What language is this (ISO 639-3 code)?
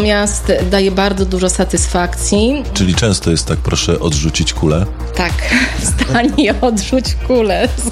pol